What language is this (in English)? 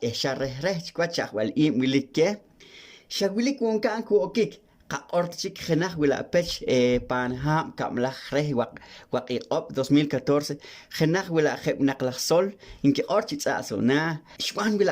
Poqomchi'